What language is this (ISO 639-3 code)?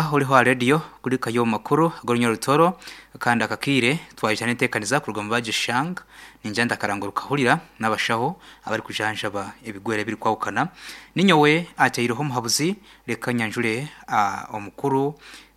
nyn